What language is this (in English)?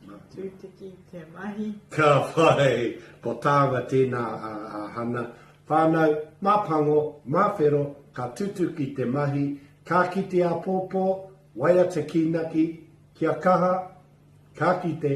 Māori